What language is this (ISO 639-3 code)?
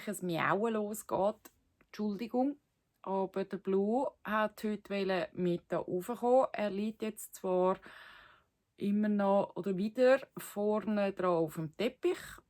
gsw